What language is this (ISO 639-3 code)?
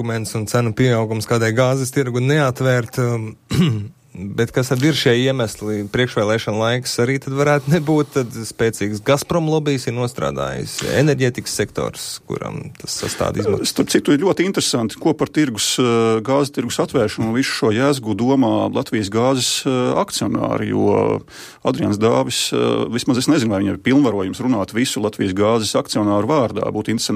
lav